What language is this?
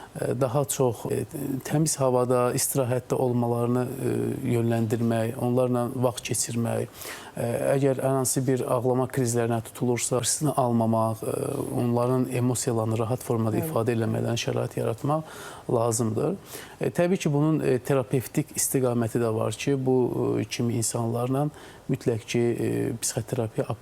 Azerbaijani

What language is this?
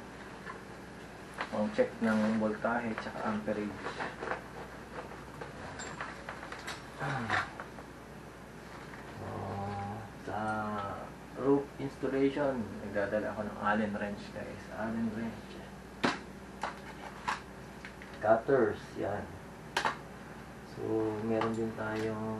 Filipino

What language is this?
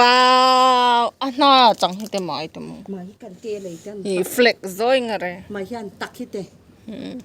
Hmar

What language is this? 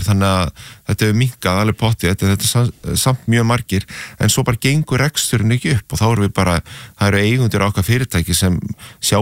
Icelandic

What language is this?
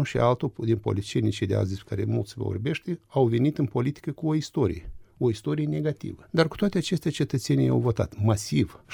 Romanian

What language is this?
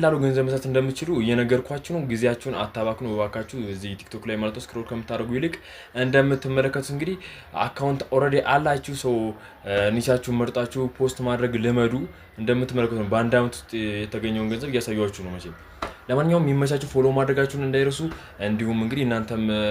Amharic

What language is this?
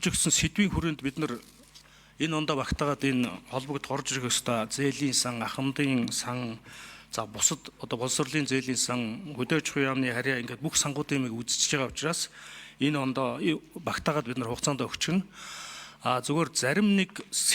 Mongolian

